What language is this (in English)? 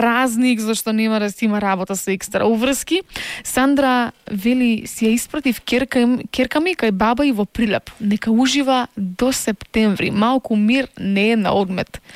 Macedonian